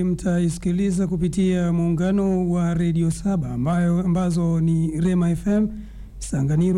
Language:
Swahili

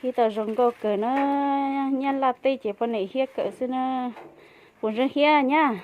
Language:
Hmong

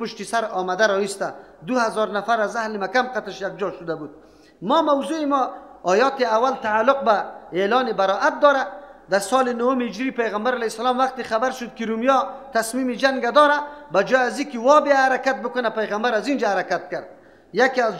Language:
Persian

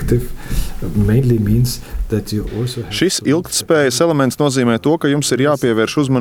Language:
Latvian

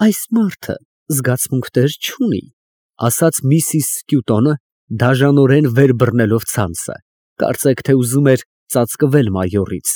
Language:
Armenian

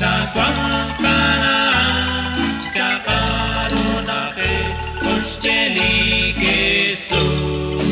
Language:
Kekchí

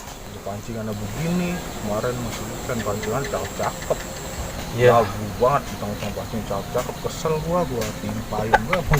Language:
Betawi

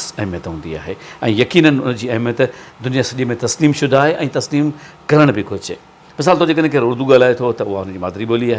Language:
Sindhi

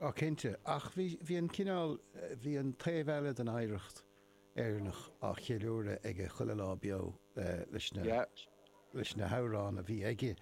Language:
Irish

